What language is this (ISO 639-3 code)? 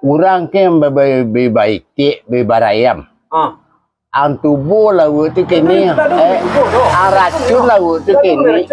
min